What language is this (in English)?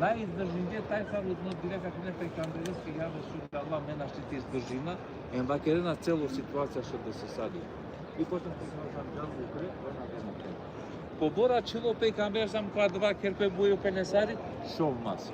Balkan Romani